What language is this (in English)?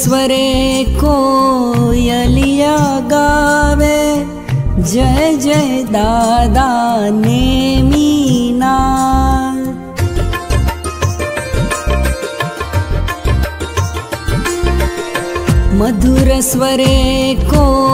Hindi